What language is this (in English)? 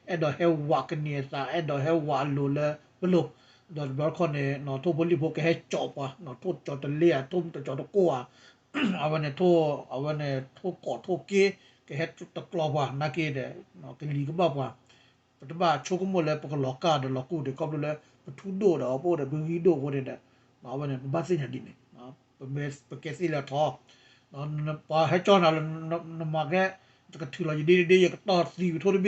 S'gaw Karen